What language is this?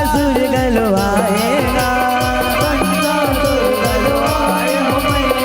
Chhattisgarhi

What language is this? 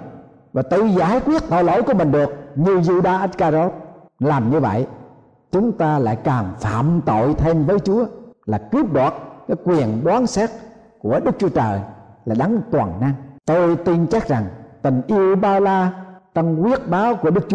Vietnamese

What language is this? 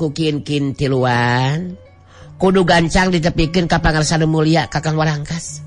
Sundanese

